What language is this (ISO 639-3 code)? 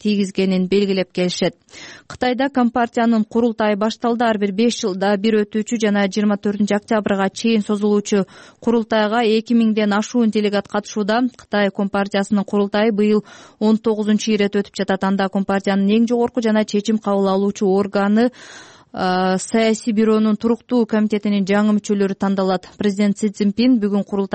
kir